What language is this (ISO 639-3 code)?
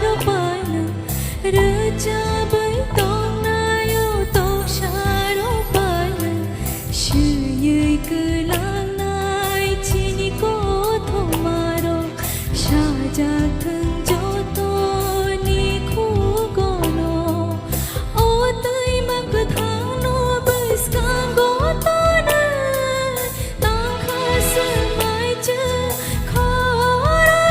trp